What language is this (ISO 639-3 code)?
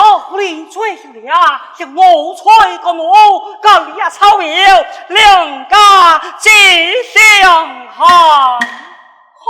cpx